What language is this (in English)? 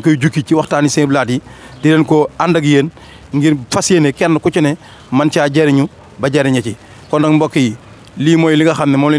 Wolof